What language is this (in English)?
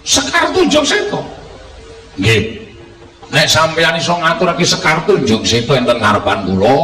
Javanese